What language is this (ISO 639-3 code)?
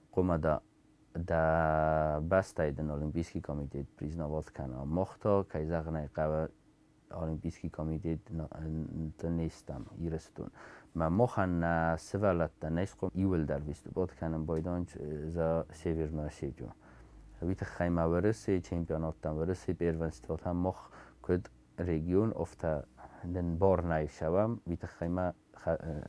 oss